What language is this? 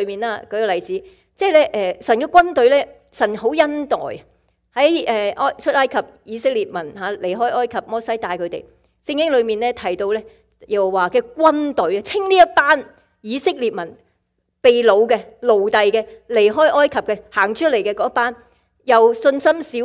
Cantonese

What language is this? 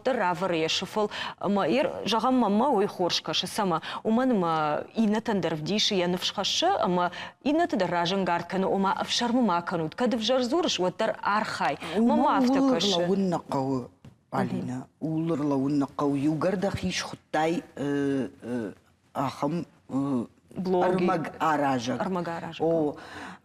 Ossetic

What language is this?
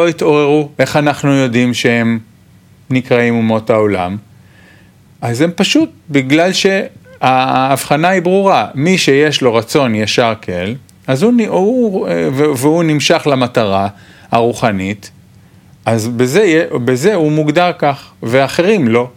Hebrew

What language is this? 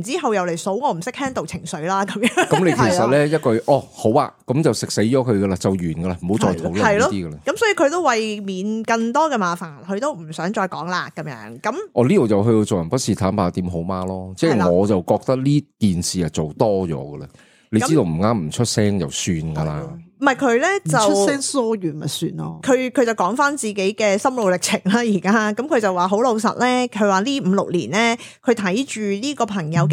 Cantonese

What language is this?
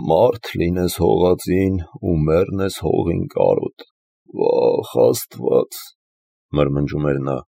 Armenian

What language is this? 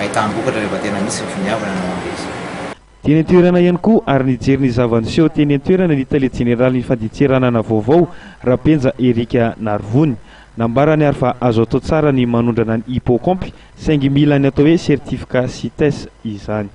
Malagasy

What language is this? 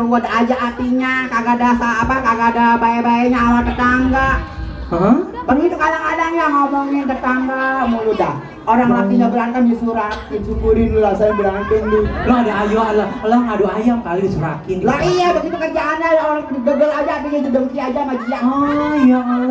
Betawi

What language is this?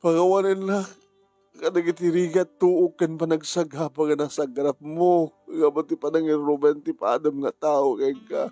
Iloko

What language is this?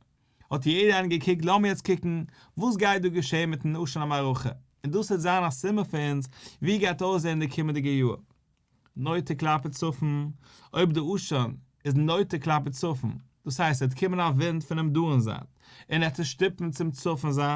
Yiddish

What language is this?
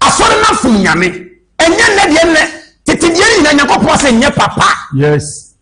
Akan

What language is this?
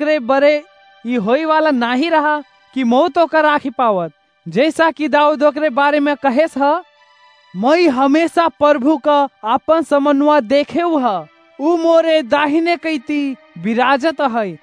Awadhi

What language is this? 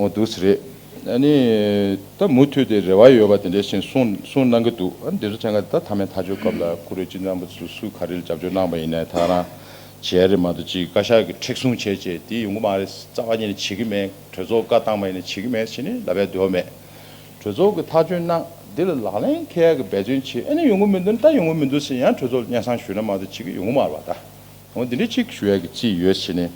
Tibetan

